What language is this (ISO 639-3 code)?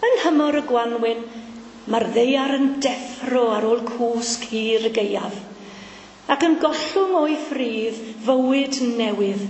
cym